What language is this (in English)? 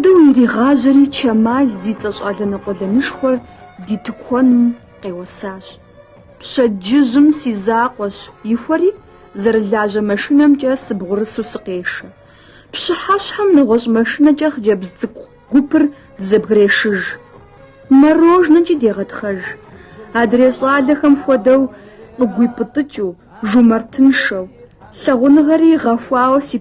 Kabardian